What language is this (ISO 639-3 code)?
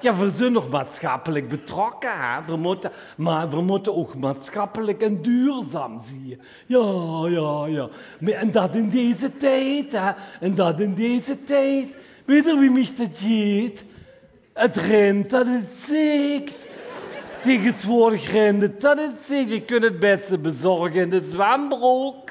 lim